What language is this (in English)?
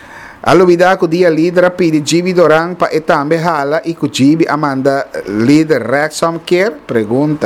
Papiamento